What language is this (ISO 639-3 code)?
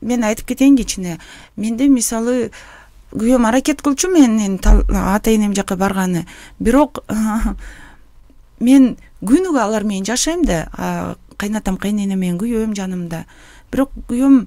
kir